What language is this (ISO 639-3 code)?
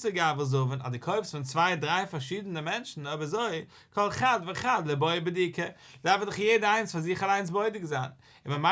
yid